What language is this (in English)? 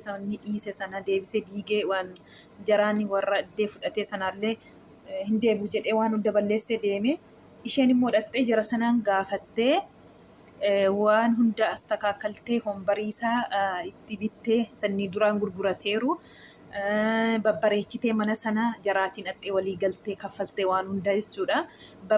Oromo